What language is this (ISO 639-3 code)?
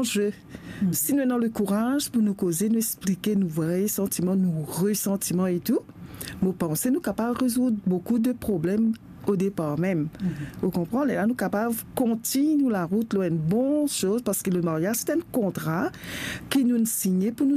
mfe